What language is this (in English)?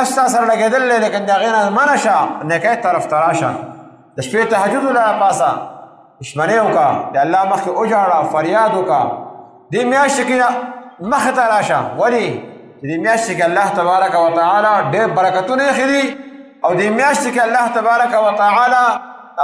Pashto